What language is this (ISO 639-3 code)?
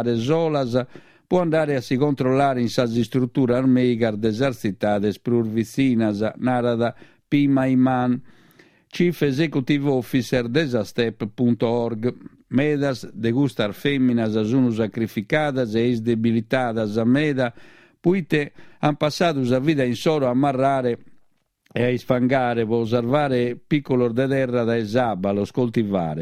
srd